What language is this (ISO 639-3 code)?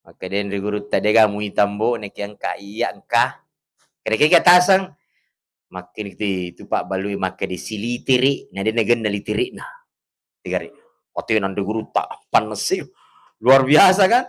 bug